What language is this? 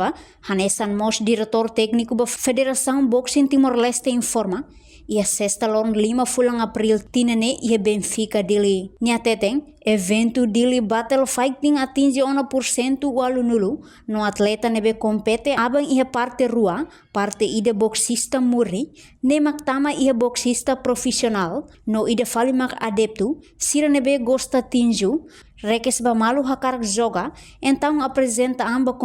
Tetum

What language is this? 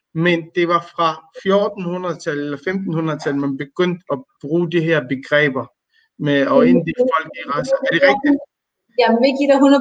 Danish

